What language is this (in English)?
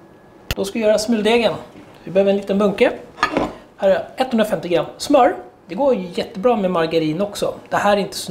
Swedish